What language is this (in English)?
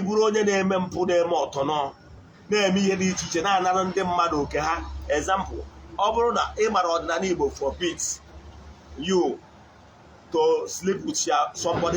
Igbo